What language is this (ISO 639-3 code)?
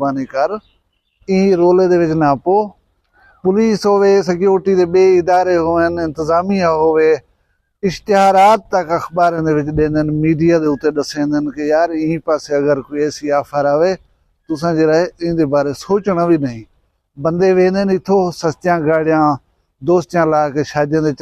skr